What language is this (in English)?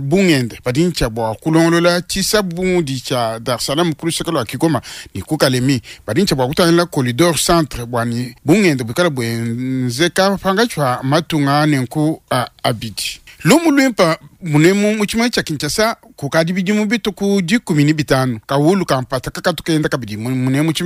Luba-Lulua